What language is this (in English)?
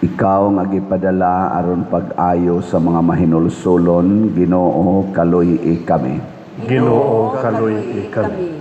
Cebuano